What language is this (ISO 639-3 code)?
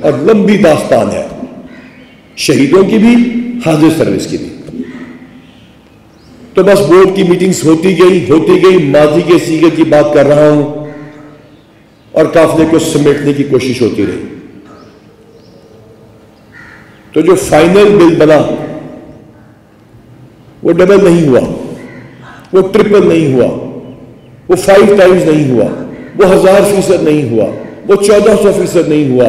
urd